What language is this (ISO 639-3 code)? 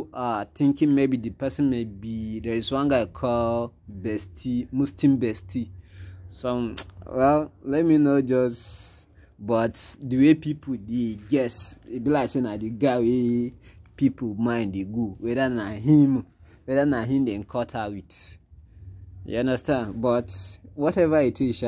pcm